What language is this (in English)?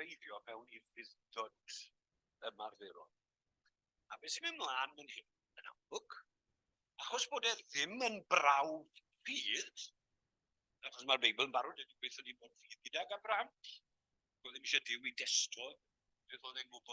Welsh